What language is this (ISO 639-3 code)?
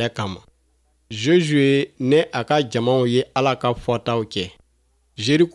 bam